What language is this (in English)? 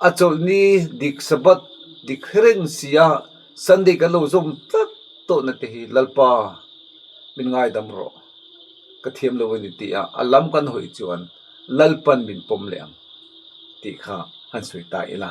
Mizo